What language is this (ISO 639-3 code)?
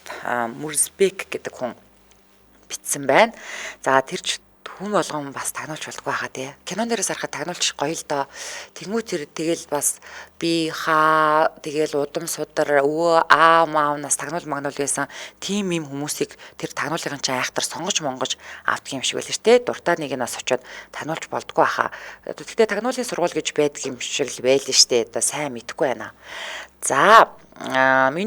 mon